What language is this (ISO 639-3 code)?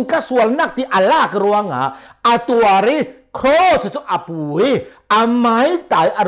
cnh